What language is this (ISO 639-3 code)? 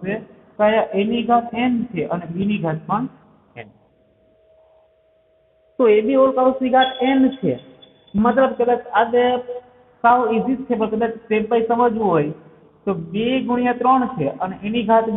guj